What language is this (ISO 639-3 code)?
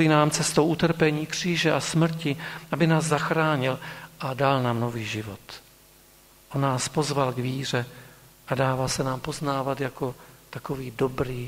ces